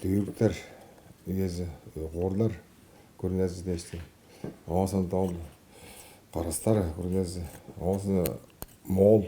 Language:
Tuvinian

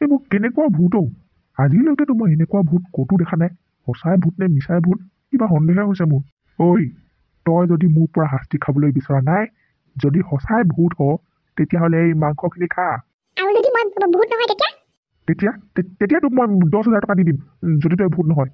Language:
Assamese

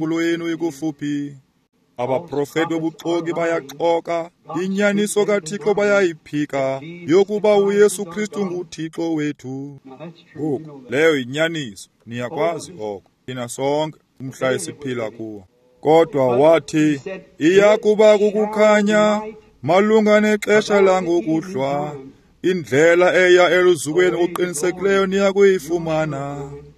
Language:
Xhosa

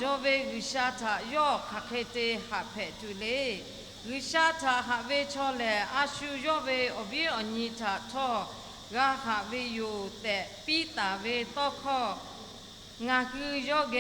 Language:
Lahu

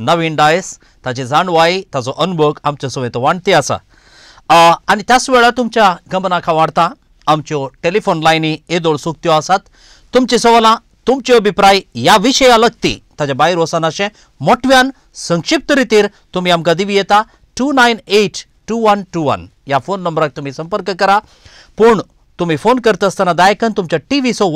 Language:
Konkani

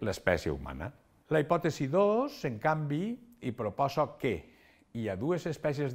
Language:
Catalan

